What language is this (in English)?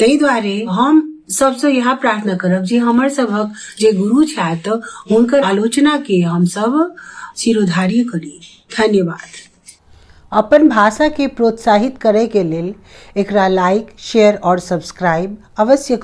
Maithili